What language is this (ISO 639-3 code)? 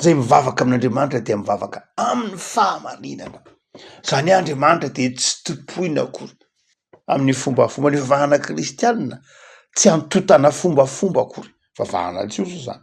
mlg